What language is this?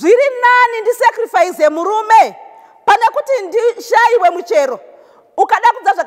Shona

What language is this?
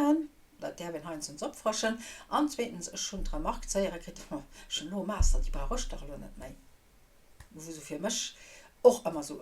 Luxembourgish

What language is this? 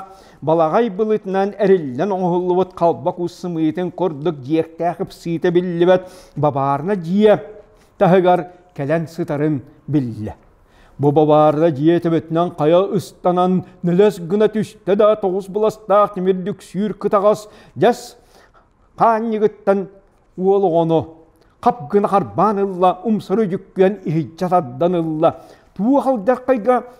Yakut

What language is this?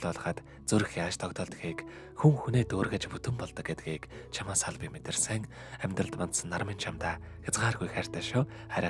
Mongolian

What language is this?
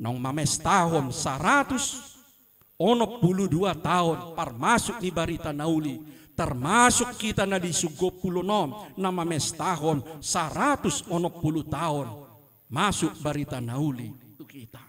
Batak Toba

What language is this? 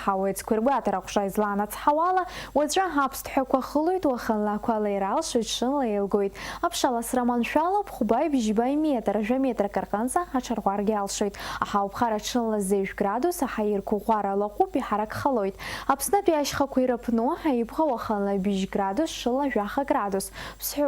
Abkhazian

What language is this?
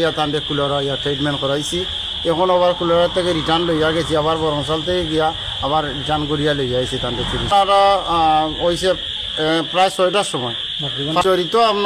Sylheti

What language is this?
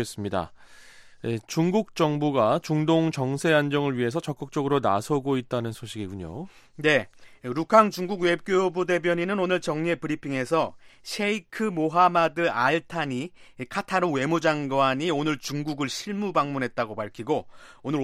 Korean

